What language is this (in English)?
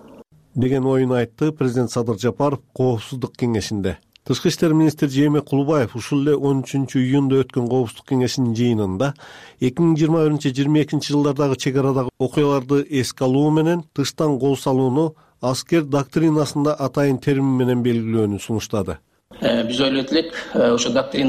Kyrgyz